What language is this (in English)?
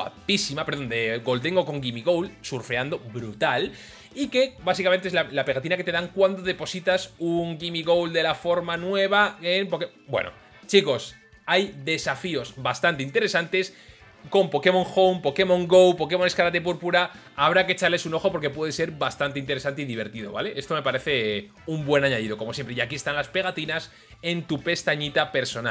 Spanish